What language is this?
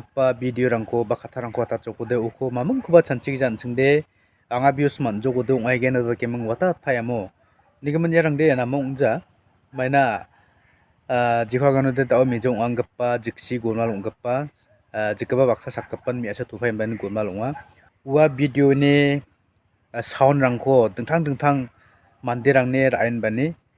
Garo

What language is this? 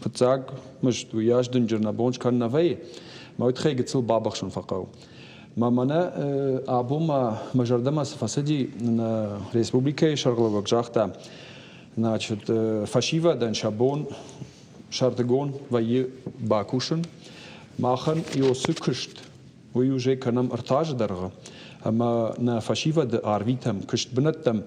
Ossetic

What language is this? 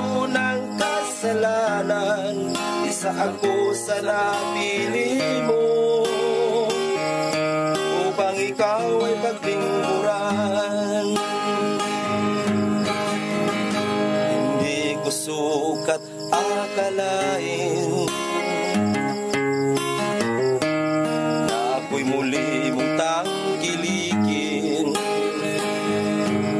Filipino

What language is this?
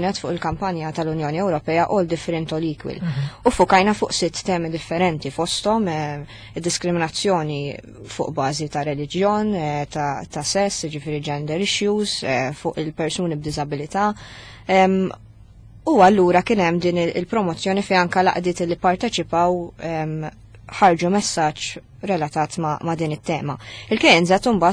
Maltese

